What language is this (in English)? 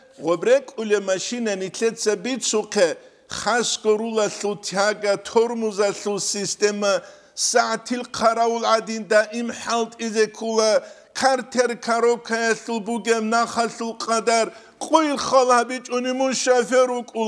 Avaric